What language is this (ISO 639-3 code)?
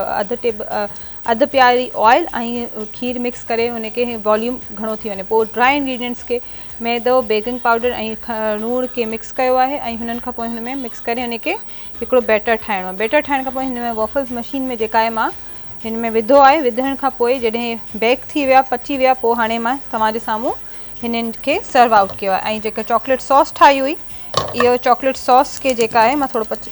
snd